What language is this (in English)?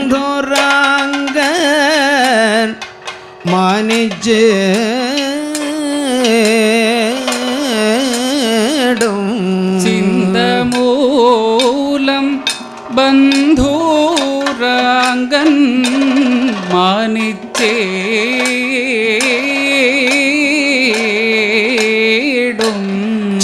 Malayalam